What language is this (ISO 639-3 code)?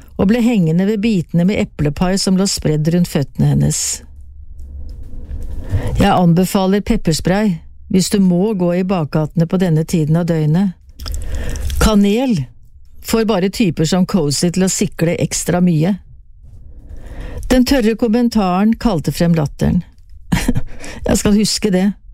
nor